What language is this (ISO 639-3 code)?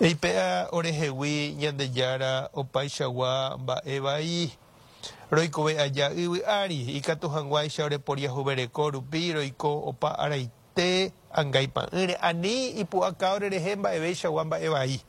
grn